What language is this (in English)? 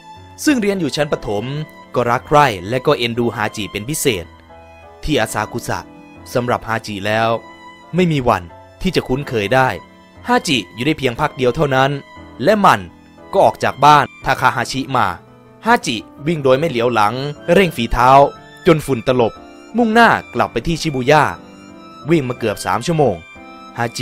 Thai